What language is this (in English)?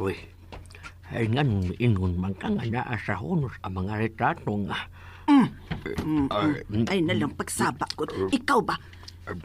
Cebuano